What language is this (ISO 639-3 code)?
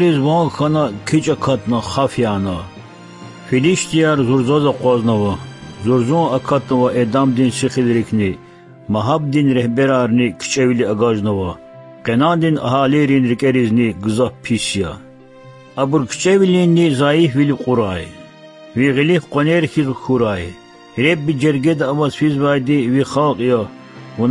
lez